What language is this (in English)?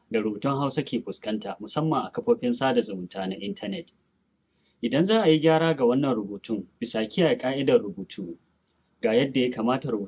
Hausa